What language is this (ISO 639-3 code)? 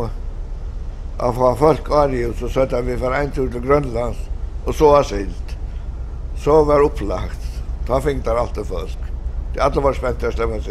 fao